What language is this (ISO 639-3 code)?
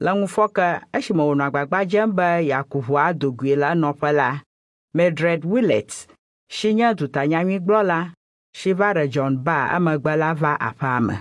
ewe